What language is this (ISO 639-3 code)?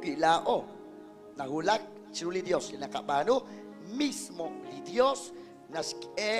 kek